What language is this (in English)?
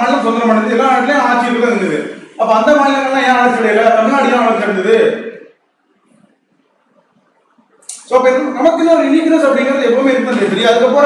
Tamil